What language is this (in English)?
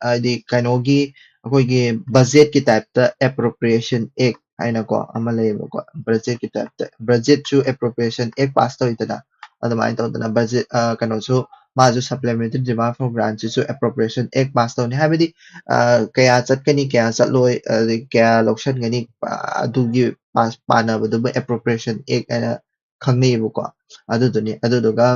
Manipuri